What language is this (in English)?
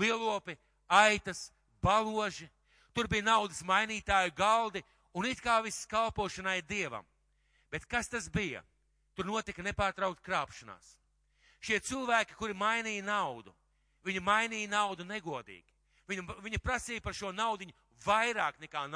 Latvian